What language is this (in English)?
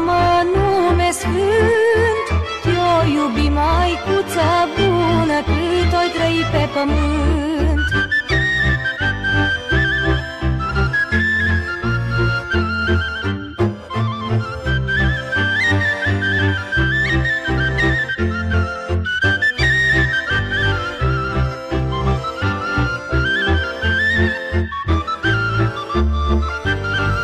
Romanian